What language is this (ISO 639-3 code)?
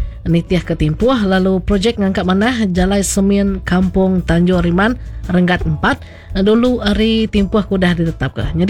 iba